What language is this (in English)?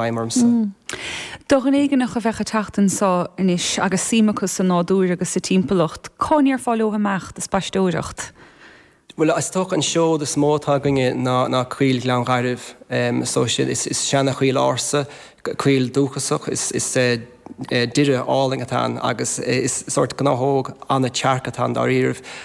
Irish